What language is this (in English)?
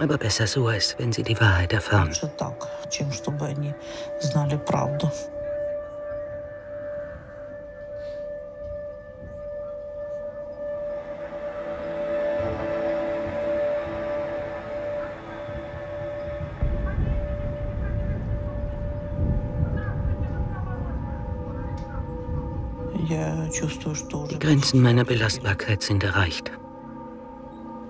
German